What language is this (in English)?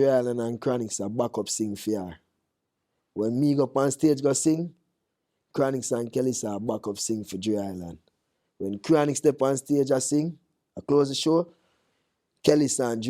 Jamaican Creole English